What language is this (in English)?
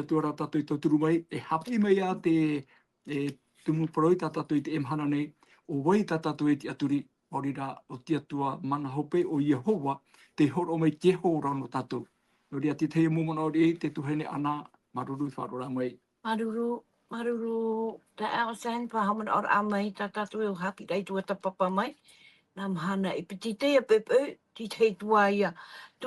Tahitian